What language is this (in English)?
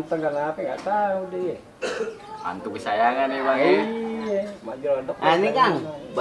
Betawi